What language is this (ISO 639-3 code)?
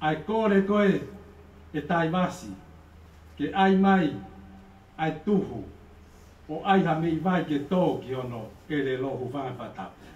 ton